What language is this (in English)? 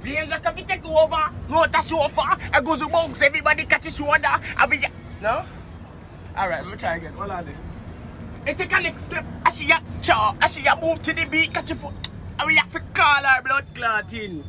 Jamaican Creole English